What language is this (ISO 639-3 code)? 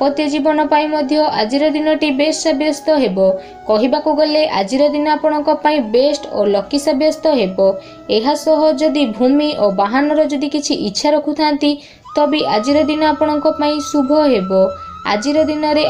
ori